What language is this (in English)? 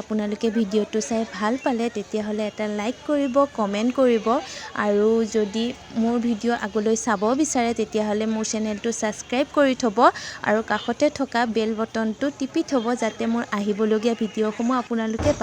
Assamese